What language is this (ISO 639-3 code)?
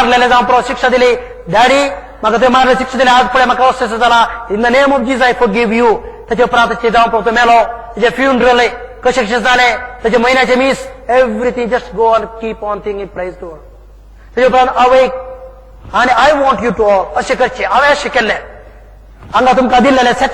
kok